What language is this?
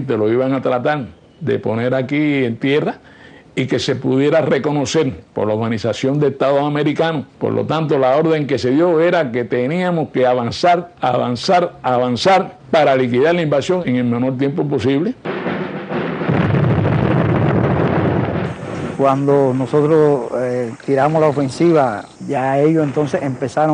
Spanish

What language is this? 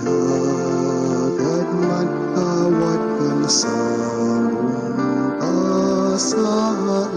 Bikol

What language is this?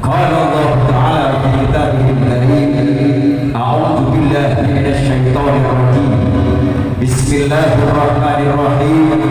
Madurese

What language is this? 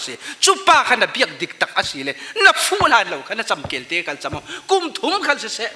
Falam Chin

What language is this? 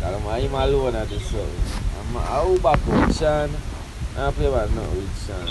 Jamaican Creole English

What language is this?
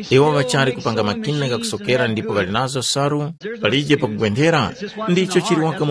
Tumbuka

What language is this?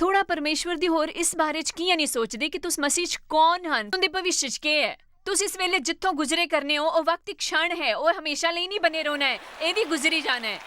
Dogri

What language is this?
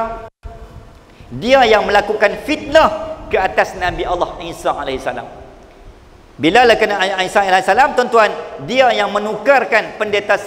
Malay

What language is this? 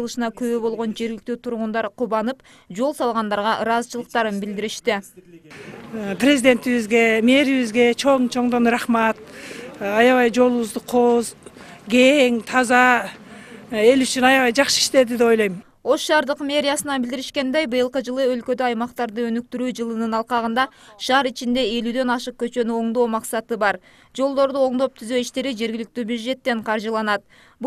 Kyrgyz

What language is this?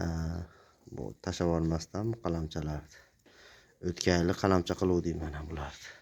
Uzbek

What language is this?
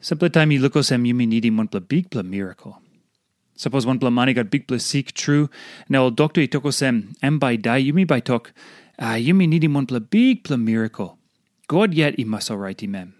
Tok Pisin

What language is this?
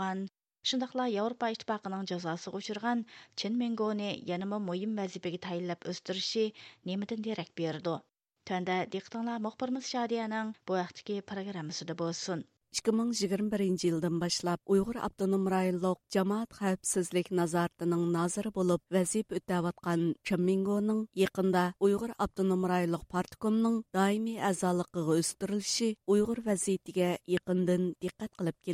Uyghur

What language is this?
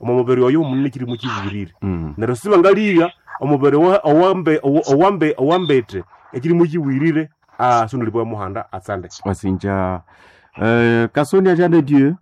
Nande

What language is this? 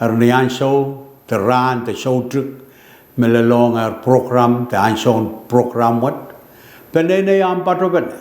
Pohnpeian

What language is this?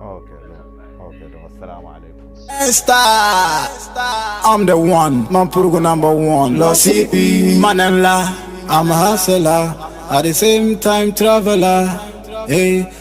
Dagbani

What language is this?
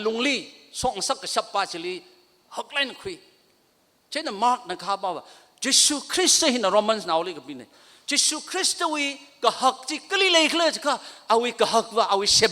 Tangkhul Naga (India)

